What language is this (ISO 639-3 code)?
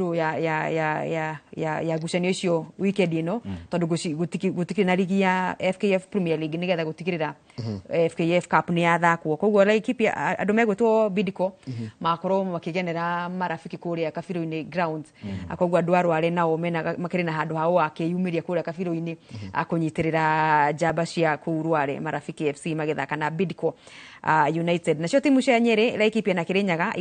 kik